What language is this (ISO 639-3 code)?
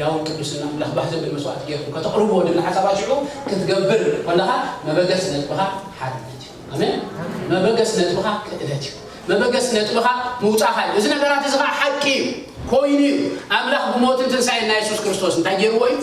tir